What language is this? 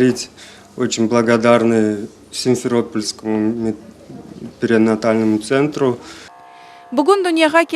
Crimean Tatar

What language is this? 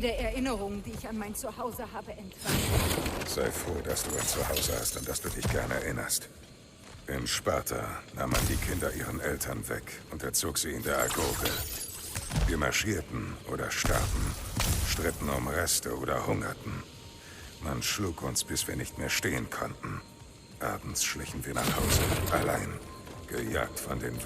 Bavarian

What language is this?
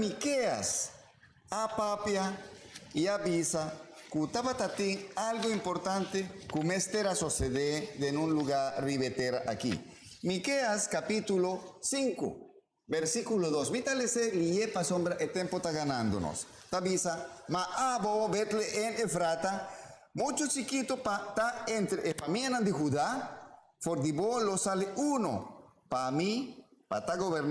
Papiamento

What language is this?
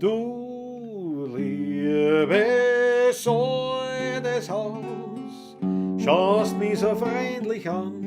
Bavarian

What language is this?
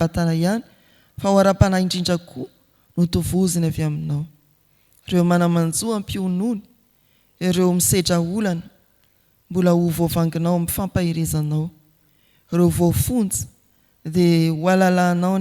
Malagasy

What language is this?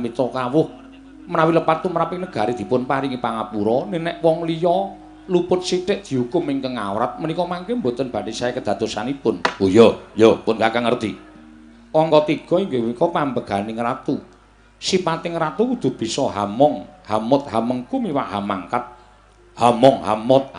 Javanese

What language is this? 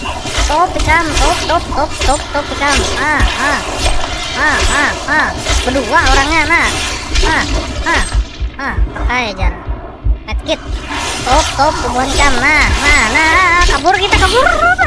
Banjar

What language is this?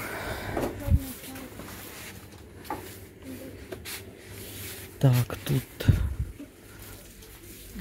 Ukrainian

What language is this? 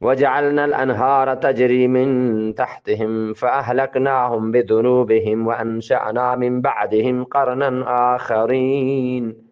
Eastern Balochi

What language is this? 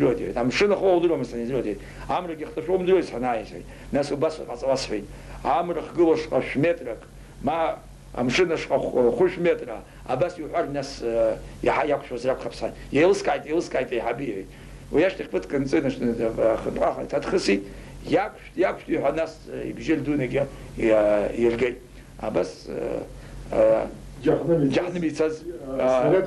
Abkhazian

